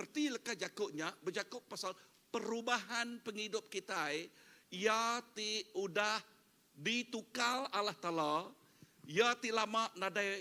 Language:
Iban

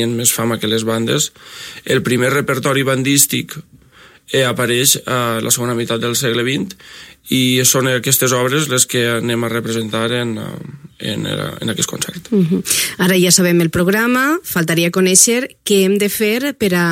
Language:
Catalan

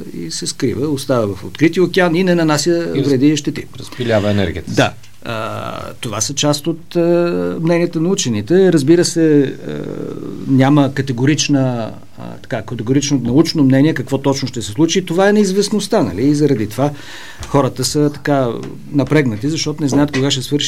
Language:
Bulgarian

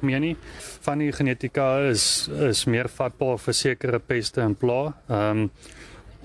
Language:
Afrikaans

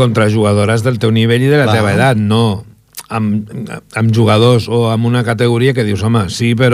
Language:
Catalan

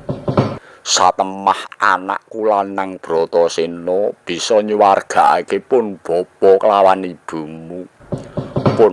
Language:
Javanese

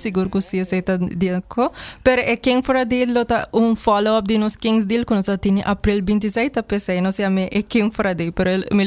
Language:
Papiamento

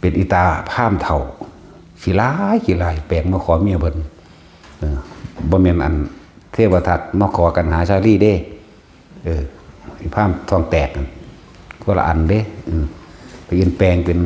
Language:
Northeastern Thai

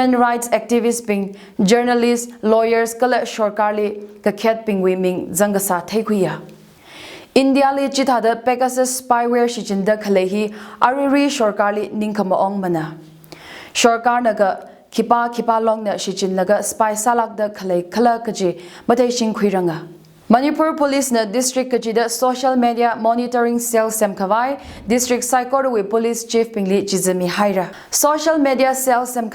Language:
Tangkhul Naga (India)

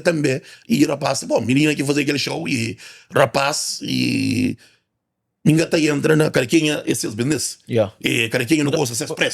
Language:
Kabuverdianu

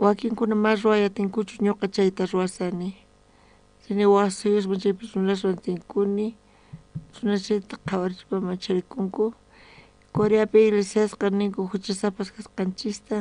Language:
South Bolivian Quechua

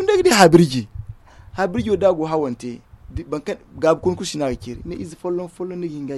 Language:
Zarma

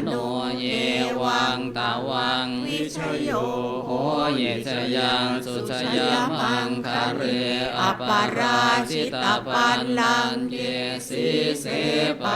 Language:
Pali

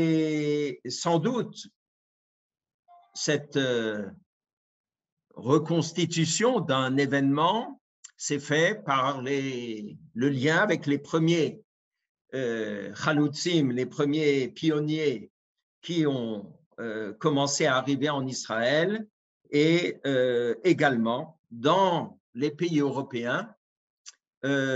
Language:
French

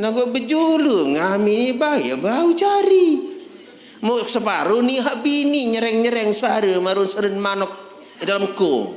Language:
Sasak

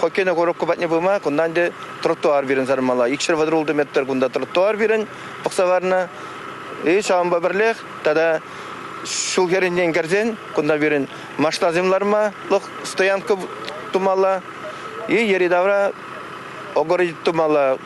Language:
Chuvash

